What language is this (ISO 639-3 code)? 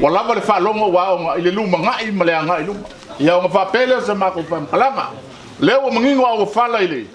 smo